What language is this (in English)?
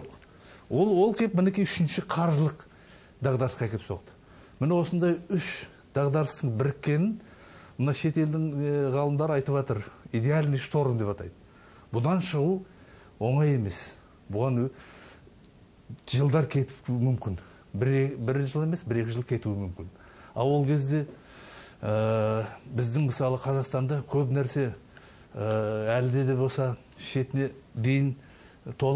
Kazakh